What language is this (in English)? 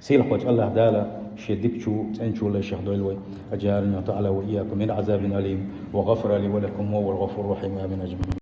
Chechen